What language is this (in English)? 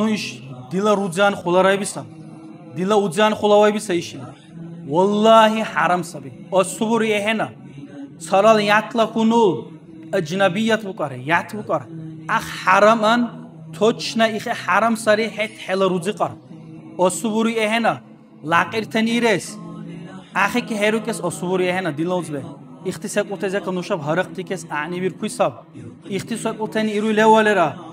Dargwa